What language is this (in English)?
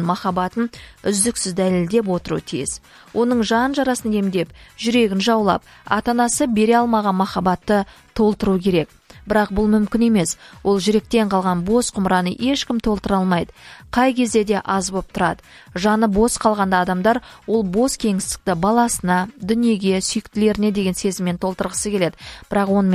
Kazakh